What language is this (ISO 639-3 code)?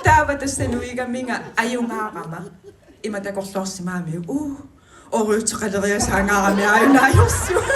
kal